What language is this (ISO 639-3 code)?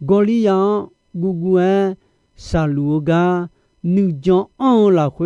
ahk